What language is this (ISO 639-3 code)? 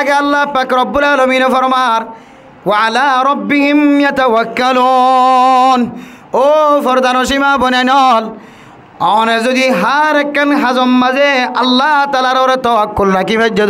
rhg